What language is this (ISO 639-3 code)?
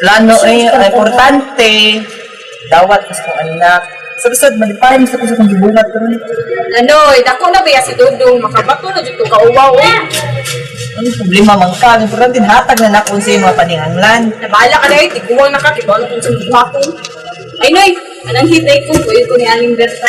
ceb